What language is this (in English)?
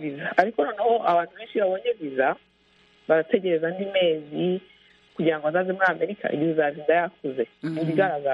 Kinyarwanda